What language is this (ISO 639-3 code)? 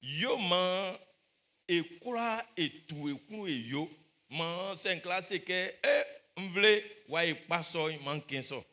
bci